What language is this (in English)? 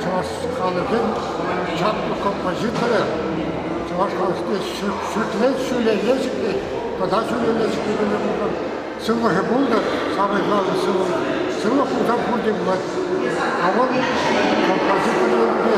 Chuvash